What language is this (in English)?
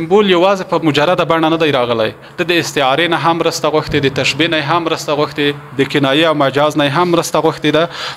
Pashto